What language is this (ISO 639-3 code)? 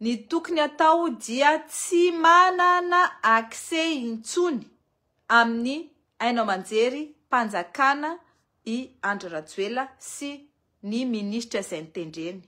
mlg